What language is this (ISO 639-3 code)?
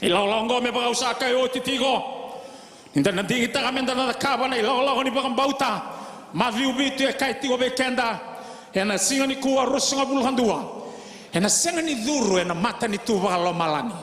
fij